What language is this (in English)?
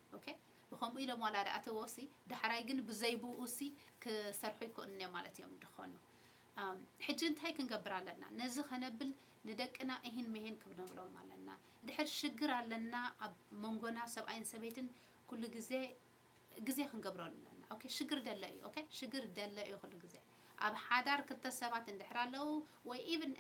Tigrinya